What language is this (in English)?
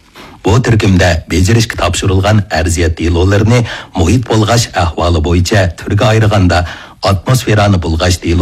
Uyghur